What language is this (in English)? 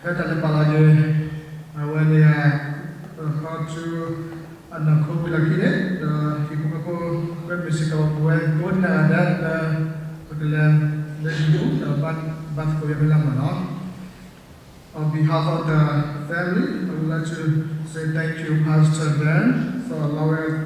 S'gaw Karen